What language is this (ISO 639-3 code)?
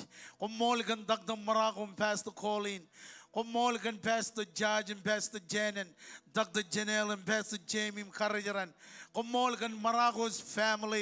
mah